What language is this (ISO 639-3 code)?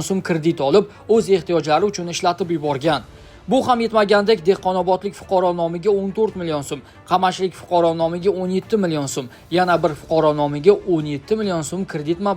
uzb